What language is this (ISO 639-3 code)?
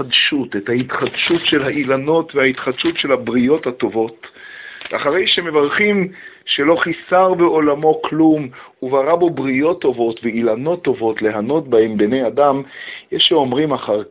heb